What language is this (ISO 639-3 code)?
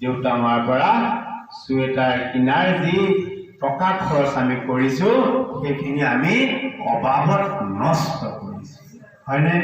asm